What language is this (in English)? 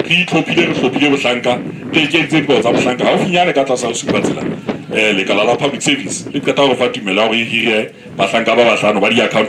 Southern Sotho